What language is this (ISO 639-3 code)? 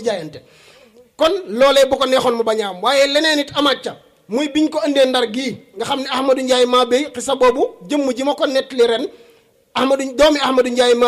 wol